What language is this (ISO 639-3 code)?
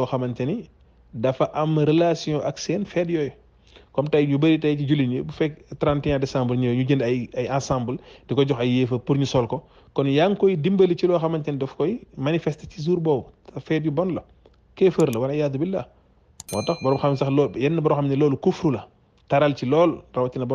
wol